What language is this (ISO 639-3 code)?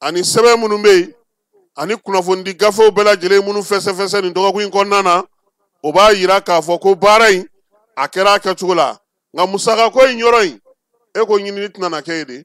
bam